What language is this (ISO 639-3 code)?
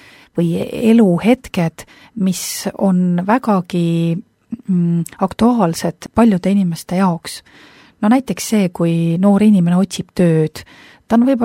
est